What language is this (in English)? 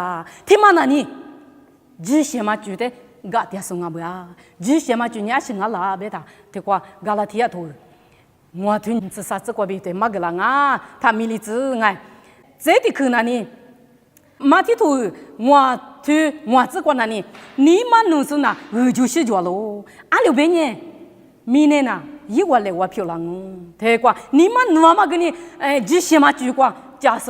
Lisu